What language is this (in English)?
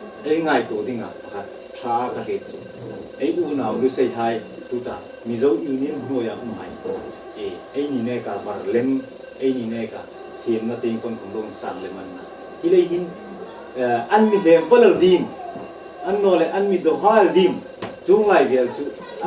Hmar